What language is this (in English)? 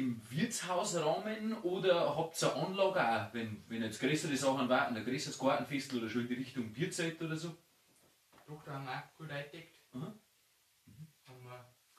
Bavarian